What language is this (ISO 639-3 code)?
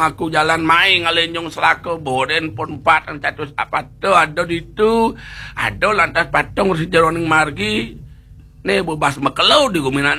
ban